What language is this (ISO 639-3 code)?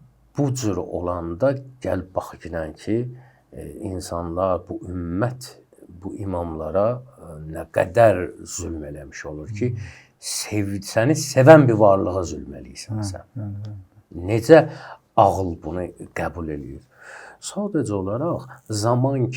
aze